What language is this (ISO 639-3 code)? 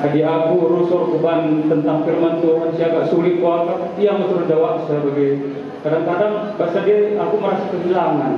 btx